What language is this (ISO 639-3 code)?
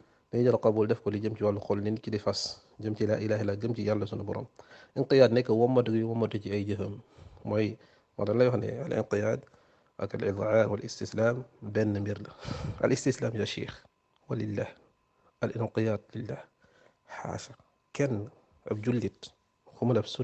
wol